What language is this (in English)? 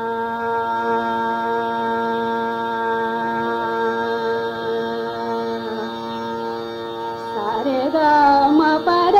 Marathi